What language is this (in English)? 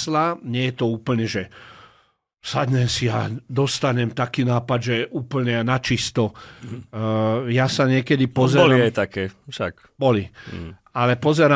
Slovak